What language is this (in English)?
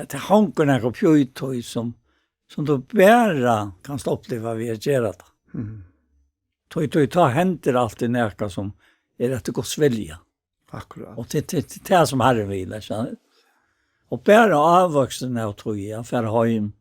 Faroese